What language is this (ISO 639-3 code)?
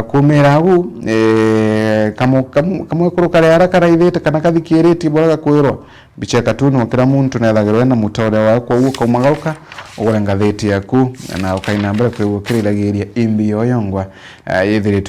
mer